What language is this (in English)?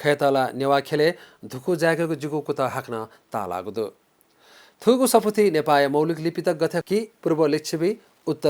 Newari